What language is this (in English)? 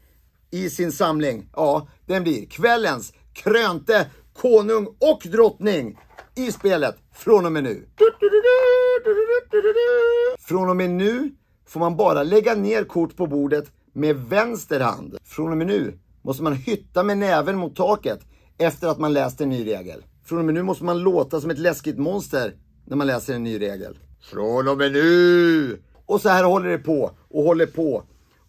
Swedish